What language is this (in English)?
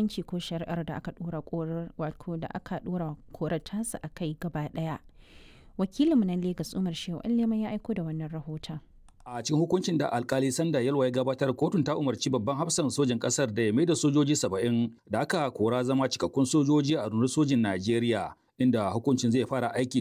Hausa